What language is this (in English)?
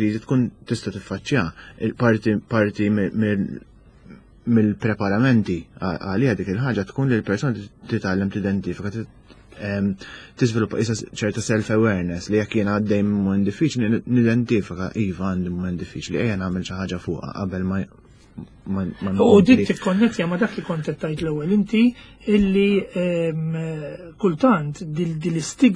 Maltese